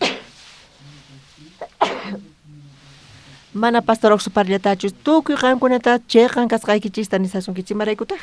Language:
South Bolivian Quechua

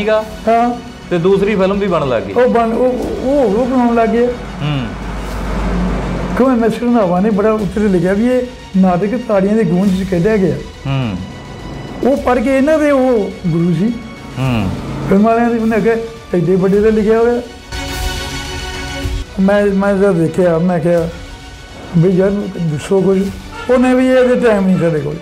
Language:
Punjabi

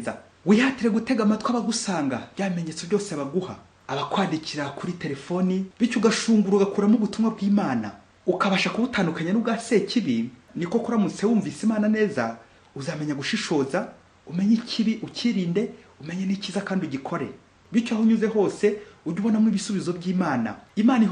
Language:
Kinyarwanda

